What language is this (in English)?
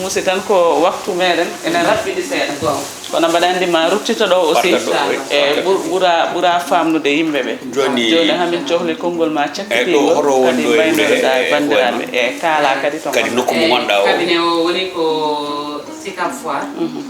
Fula